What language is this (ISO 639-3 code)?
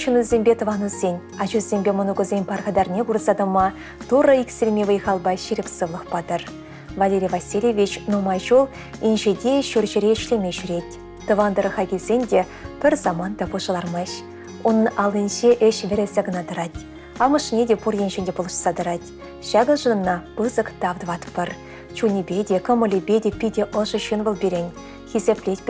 chv